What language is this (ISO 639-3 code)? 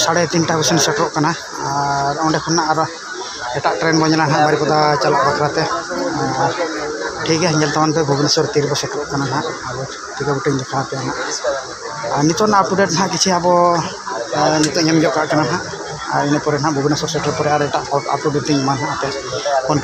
sat